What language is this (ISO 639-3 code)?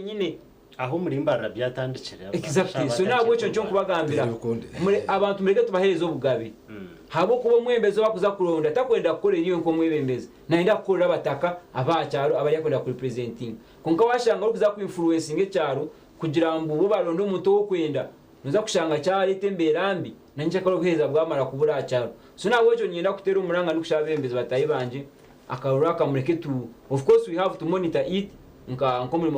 nyn